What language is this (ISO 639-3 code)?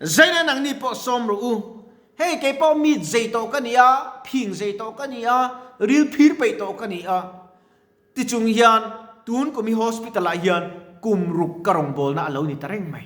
lus